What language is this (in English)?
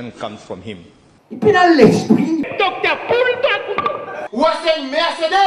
Morisyen